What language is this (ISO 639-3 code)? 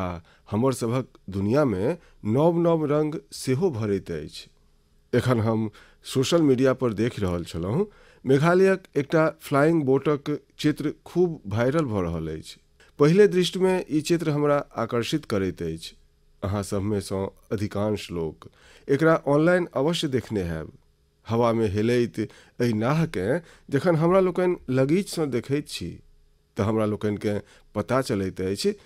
mai